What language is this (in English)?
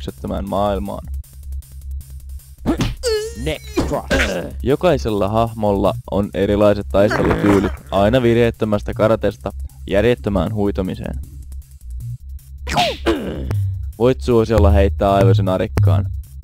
Finnish